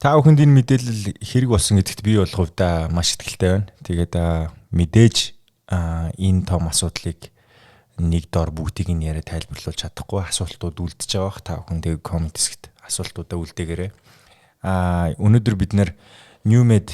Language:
Mongolian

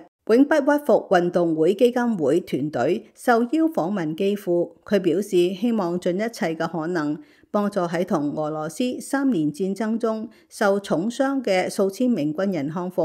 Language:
Cantonese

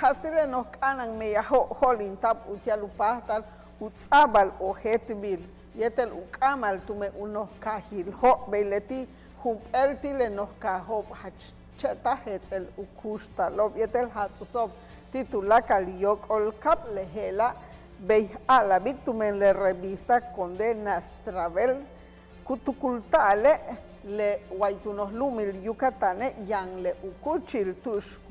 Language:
Yucateco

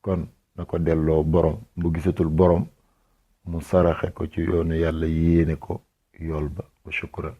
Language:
Wolof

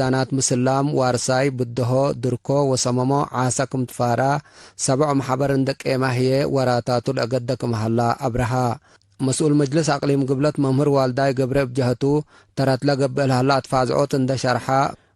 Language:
Tigre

